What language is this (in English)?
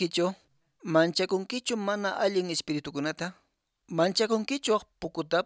Quechua